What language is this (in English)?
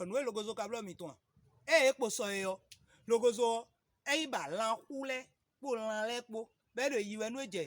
Fon